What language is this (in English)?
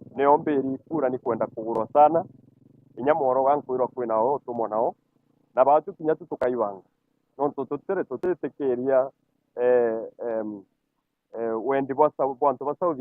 Meru